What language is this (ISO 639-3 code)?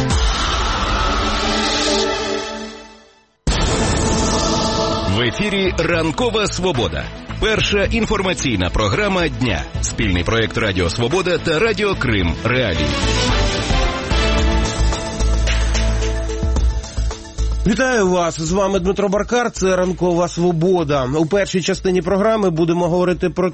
ukr